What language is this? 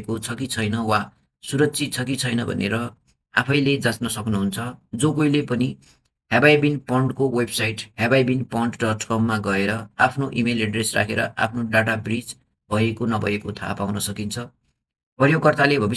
Nepali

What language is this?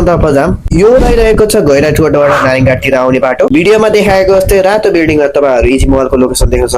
Nepali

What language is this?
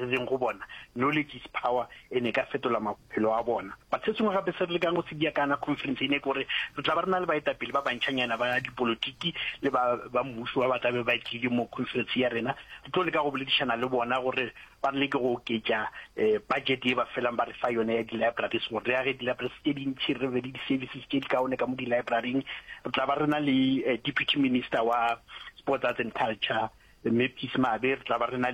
Northern Sotho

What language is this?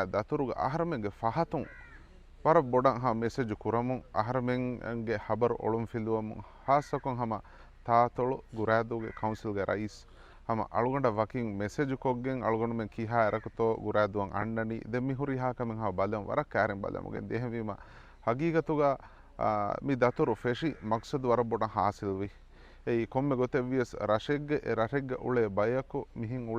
Divehi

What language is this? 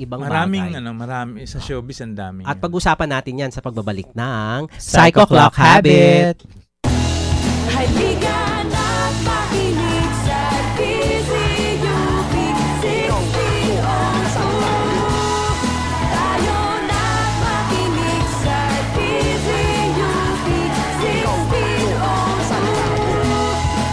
Filipino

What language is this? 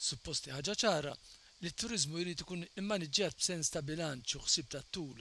Maltese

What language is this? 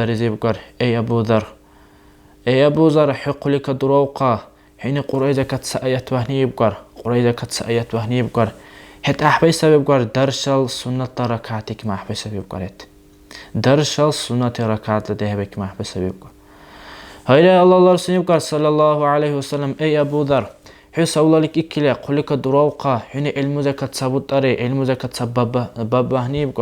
Dargwa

